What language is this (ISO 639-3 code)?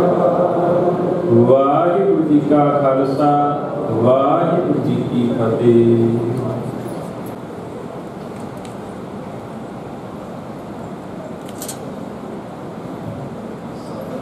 pan